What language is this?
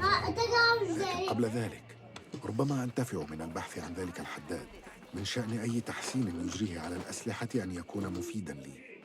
Kurdish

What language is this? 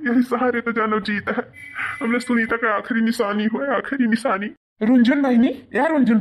Awadhi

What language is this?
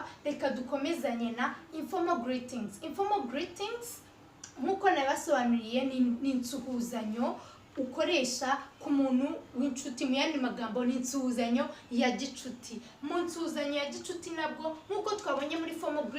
Kinyarwanda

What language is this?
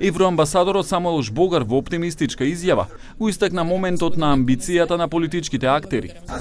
Macedonian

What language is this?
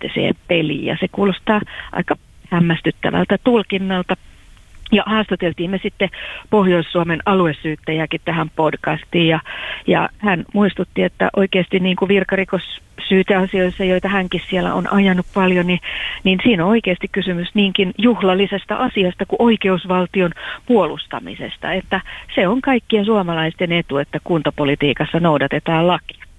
Finnish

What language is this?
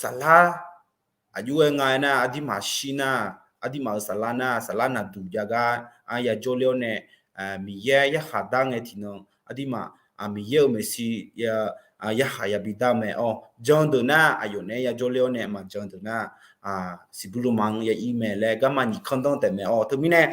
Akha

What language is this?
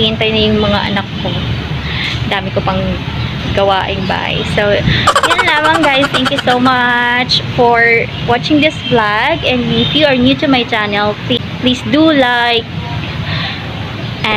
Filipino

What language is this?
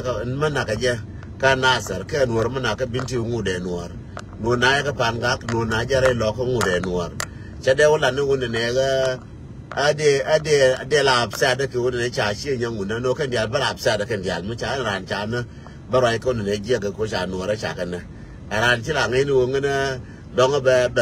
Nuer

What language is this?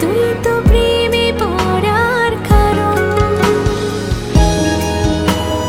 Bangla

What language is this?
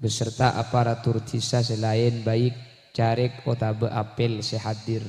Madurese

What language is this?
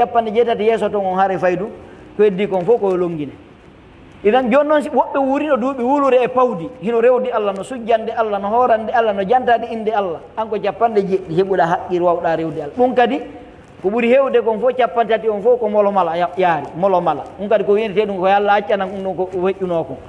Fula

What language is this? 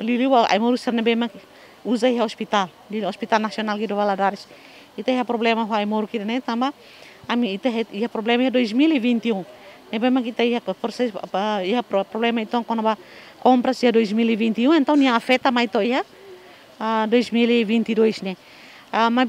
Tetum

